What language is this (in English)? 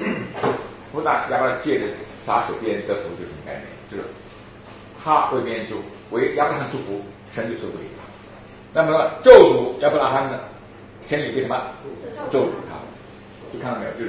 Chinese